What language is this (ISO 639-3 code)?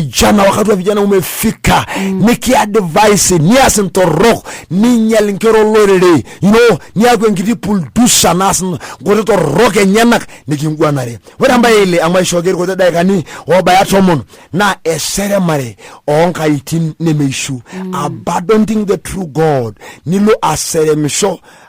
mas